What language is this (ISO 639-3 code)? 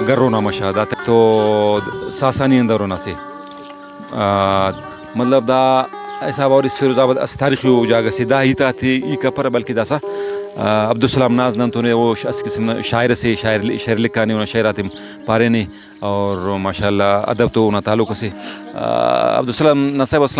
brh